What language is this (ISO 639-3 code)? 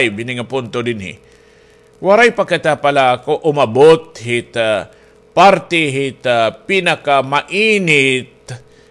war